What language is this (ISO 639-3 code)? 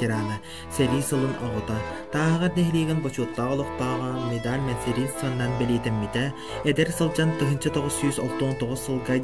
sah